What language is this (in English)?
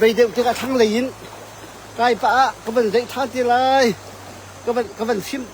Hakha Chin